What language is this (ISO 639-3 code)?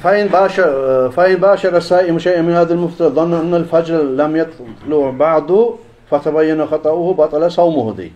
kum